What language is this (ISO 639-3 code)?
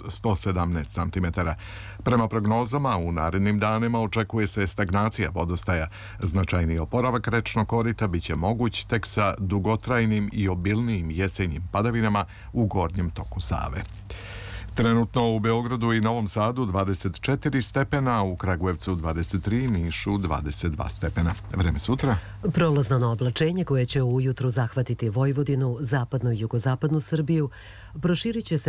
srp